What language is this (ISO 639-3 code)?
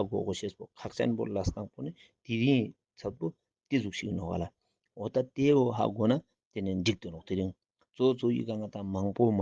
lbj